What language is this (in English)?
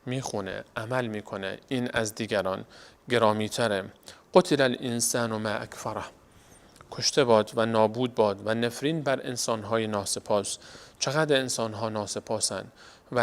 Persian